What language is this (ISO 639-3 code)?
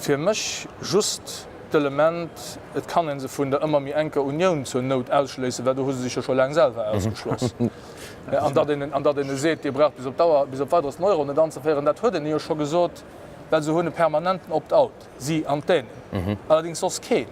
ltz